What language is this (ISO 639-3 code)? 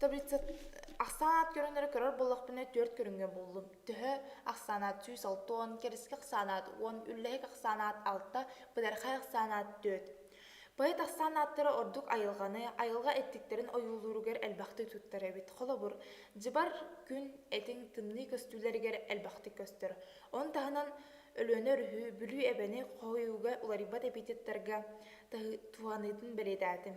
sah